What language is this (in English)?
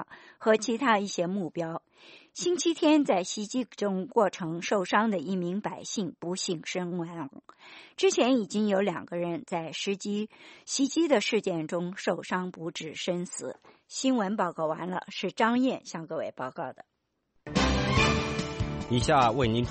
Chinese